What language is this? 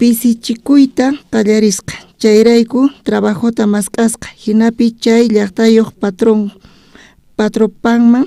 South Bolivian Quechua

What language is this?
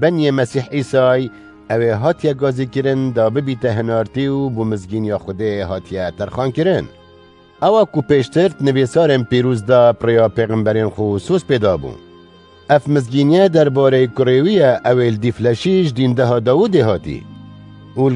Kurdish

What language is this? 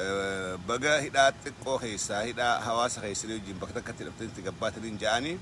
Oromo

